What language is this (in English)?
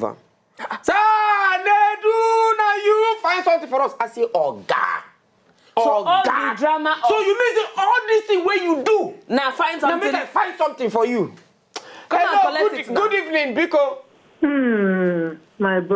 Nigerian Pidgin